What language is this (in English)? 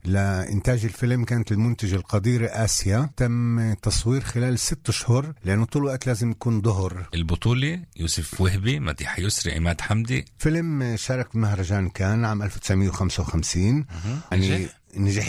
North Levantine Arabic